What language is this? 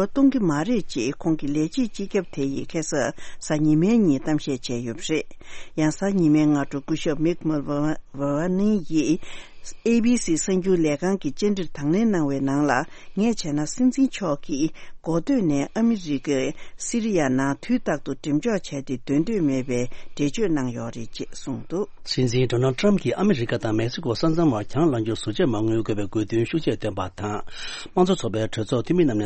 Tibetan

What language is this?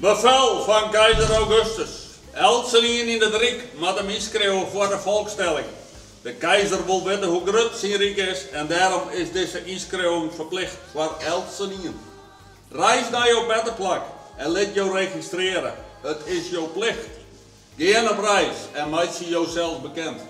Western Frisian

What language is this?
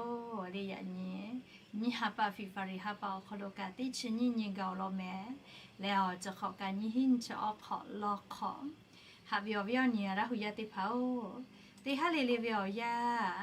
Lahu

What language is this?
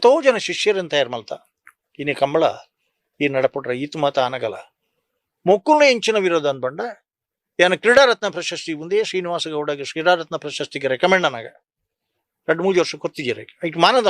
Tulu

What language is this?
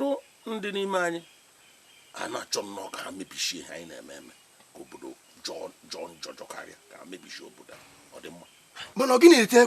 Igbo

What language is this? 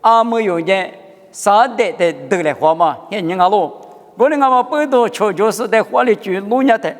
Lisu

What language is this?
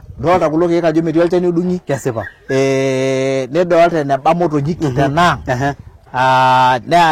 Masai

